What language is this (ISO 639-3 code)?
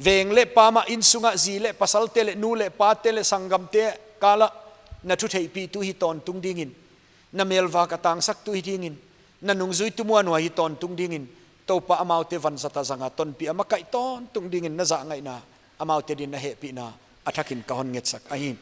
pck